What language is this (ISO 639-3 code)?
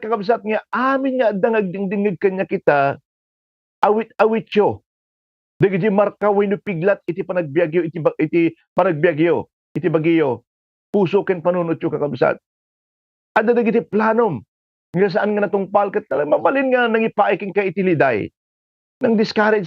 ilo